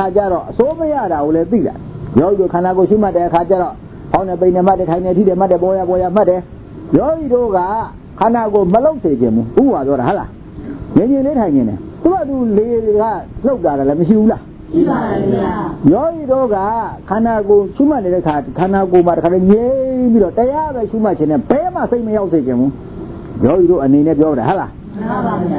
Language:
Burmese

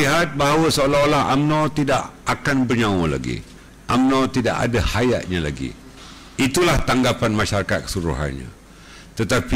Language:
Malay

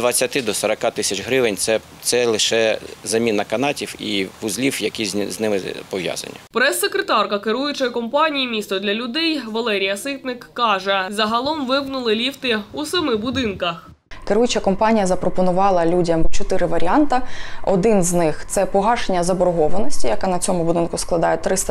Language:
Ukrainian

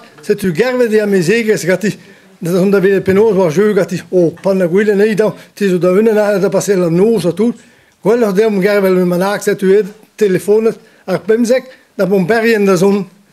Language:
Breton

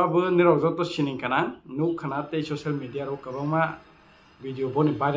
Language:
Kok Borok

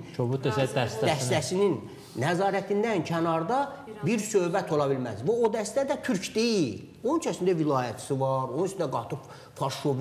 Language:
Azerbaijani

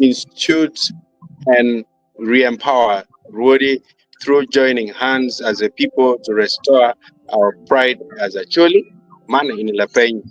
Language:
Acoli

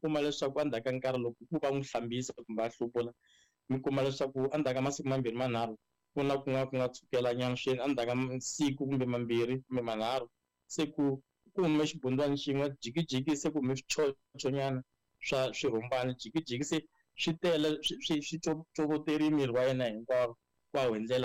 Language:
Tsonga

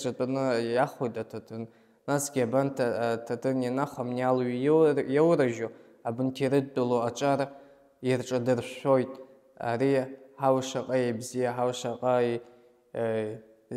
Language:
Abkhazian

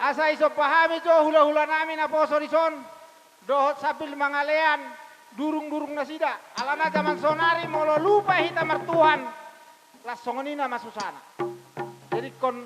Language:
Batak Toba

